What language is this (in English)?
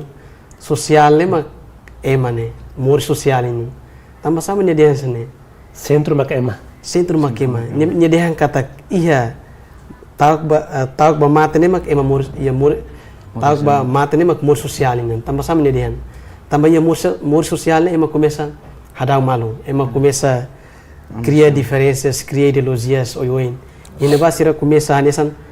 Tetum